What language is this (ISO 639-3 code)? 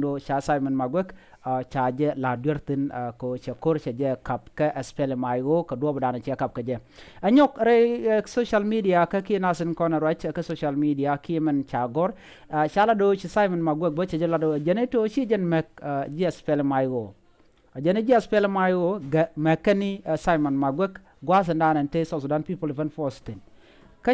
nus